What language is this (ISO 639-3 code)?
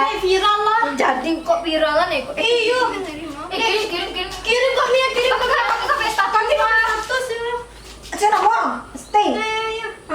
min